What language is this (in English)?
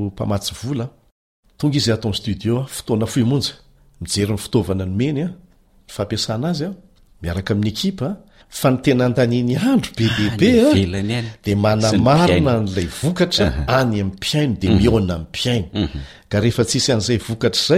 Malagasy